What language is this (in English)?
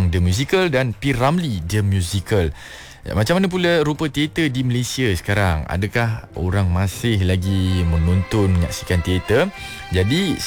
Malay